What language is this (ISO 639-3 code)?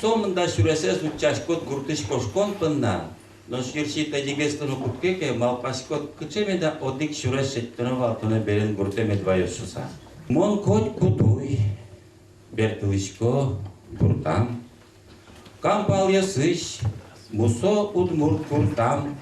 udm